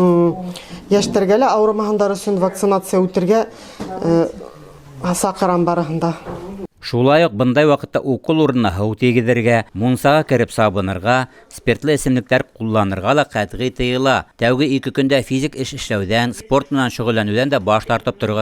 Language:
Bashkir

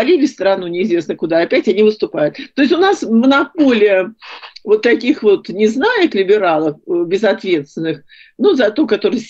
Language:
Russian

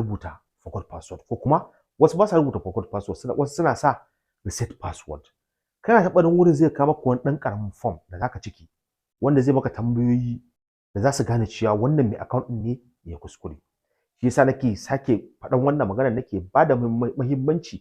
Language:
Hausa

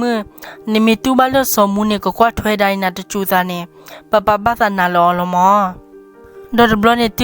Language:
S'gaw Karen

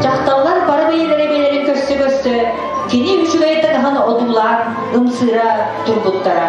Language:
Yakut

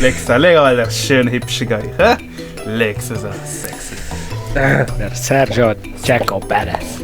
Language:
Swiss German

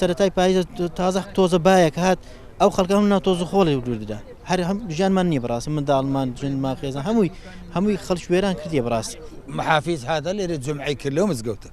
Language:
Central Kurdish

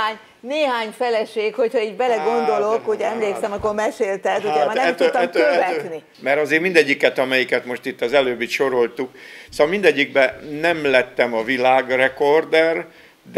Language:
Hungarian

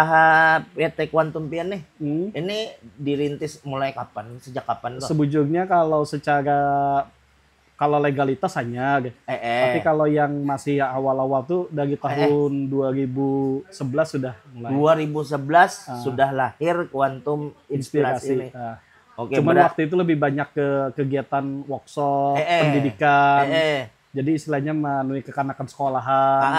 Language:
Banjar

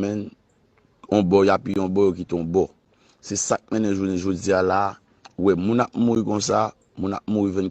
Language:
Haitian Creole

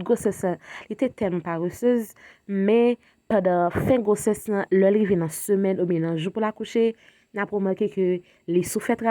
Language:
Haitian Creole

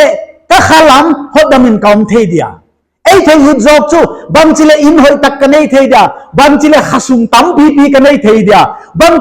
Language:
Paite Chin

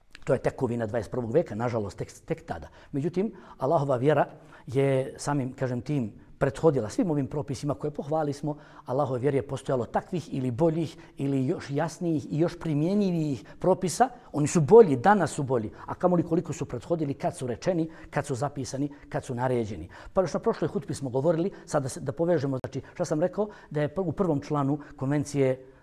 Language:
Bosnian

